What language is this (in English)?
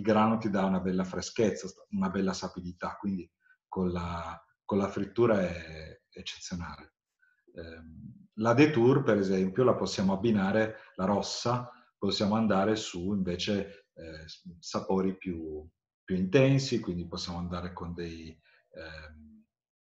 Italian